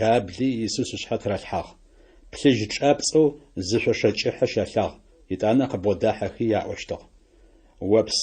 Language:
Adyghe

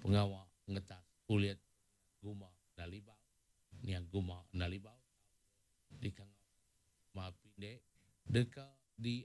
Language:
Iban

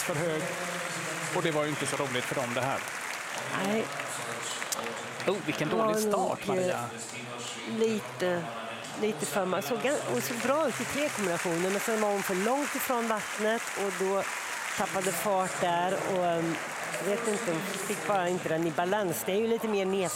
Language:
Swedish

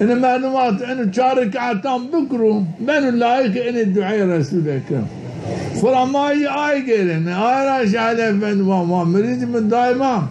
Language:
Zaza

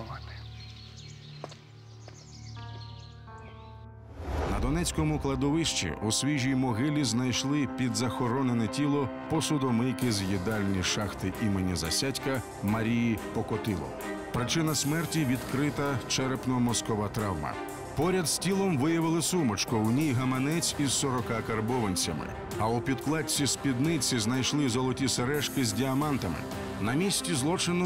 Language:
Ukrainian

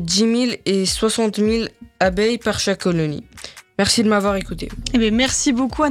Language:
French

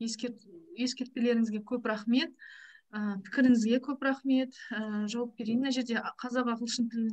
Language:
Kazakh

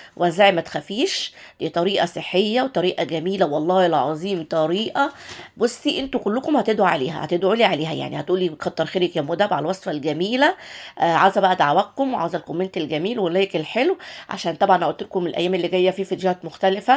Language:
Egyptian Arabic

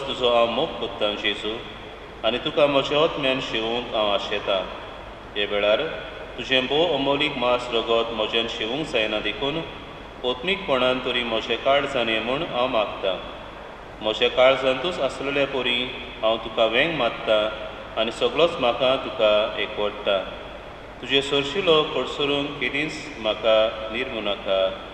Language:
Konkani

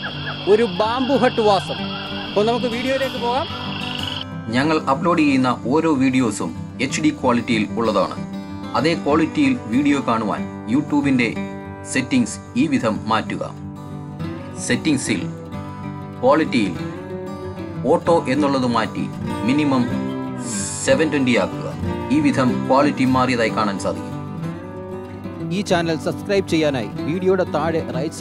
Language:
Malayalam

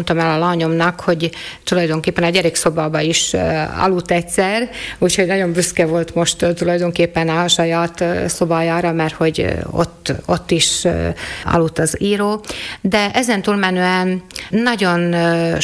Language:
Hungarian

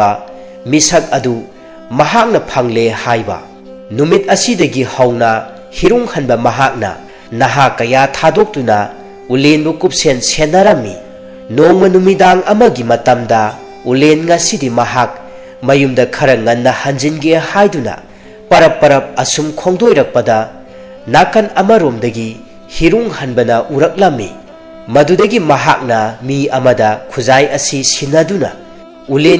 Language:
Manipuri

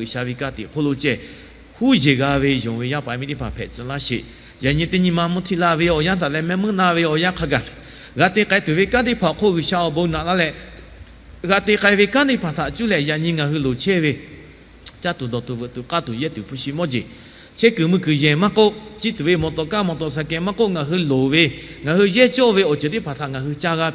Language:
Lahu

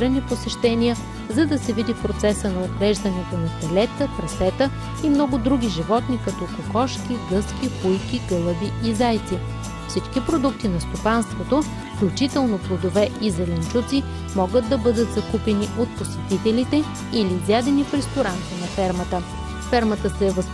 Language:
Bulgarian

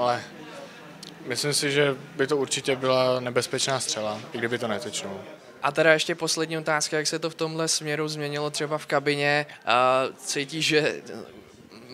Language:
Czech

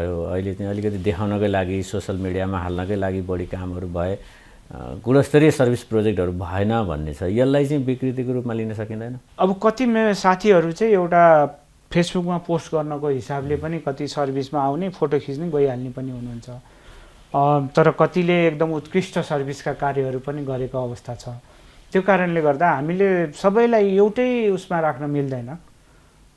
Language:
Nepali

